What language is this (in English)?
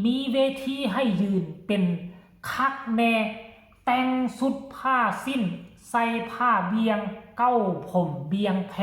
Lao